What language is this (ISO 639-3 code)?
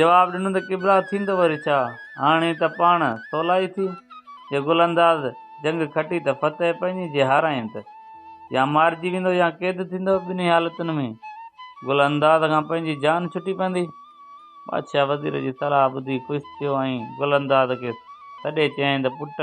snd